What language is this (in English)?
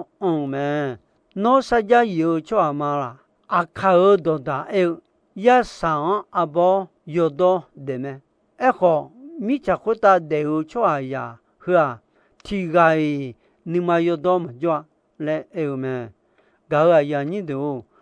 Akha